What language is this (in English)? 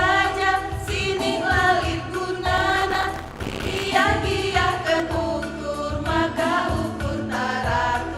Batak Karo